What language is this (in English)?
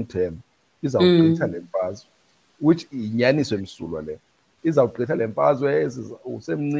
Xhosa